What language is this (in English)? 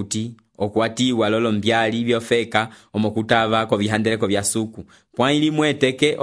Umbundu